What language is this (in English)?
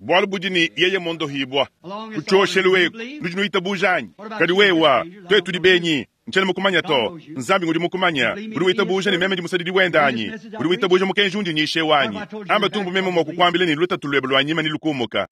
Luba-Lulua